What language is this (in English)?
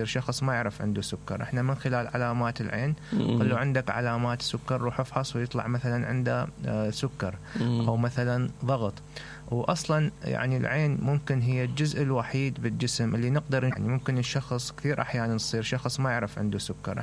Mesopotamian Arabic